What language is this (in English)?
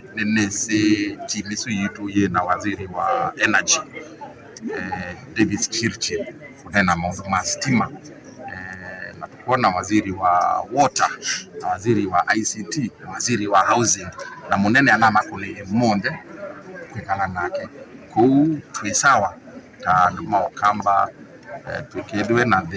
Kamba